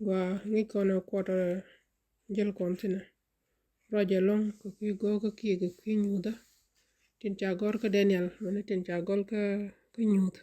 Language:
Nuer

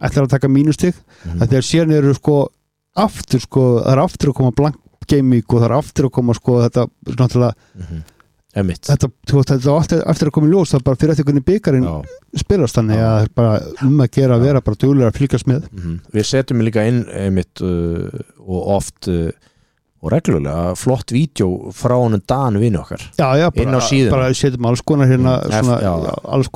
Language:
Icelandic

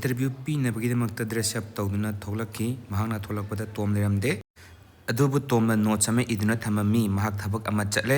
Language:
Manipuri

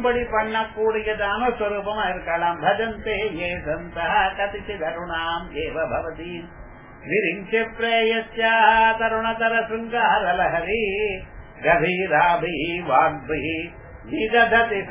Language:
Tamil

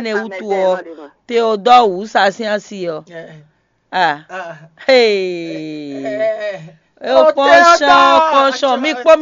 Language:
Fon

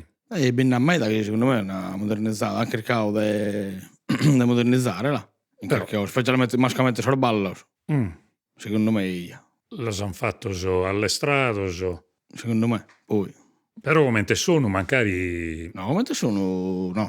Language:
Sardinian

